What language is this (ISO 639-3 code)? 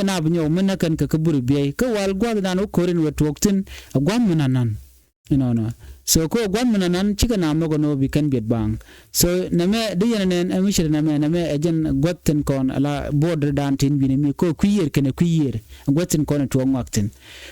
nus